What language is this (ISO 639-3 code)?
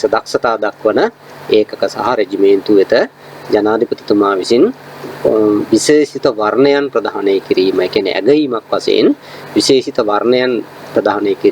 sin